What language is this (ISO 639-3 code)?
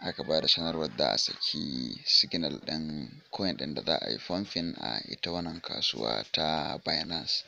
hau